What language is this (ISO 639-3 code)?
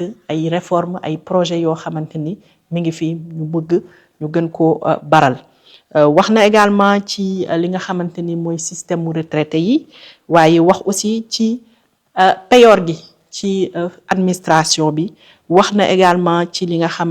wol